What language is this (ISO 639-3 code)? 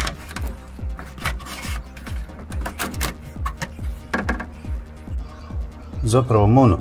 hrv